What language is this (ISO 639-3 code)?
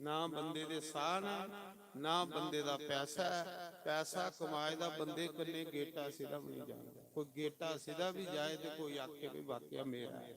doi